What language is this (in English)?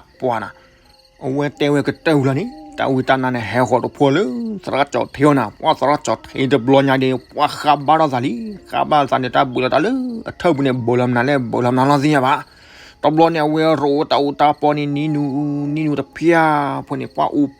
S'gaw Karen